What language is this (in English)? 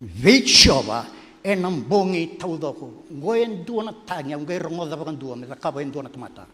Fijian